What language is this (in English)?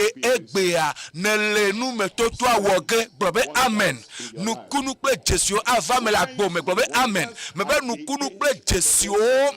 Ewe